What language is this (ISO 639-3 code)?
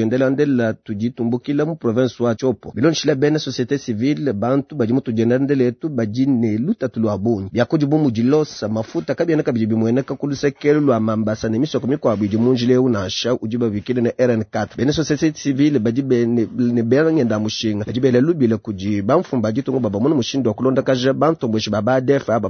lua